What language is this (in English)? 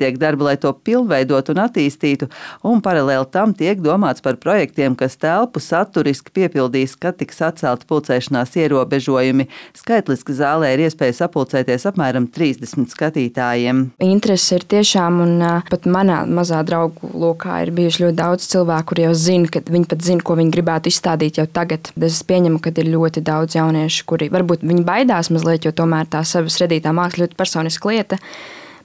Latvian